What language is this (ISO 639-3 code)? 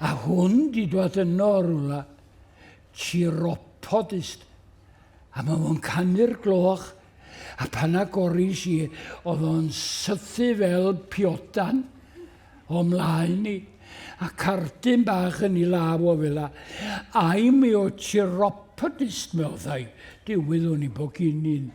cym